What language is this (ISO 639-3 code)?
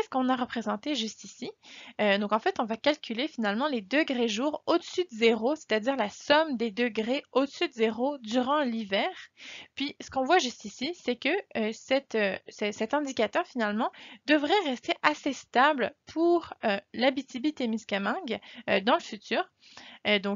fra